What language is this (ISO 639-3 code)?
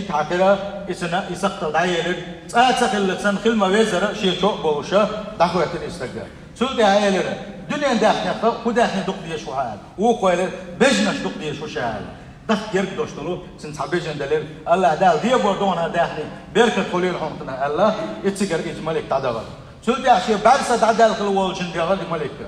che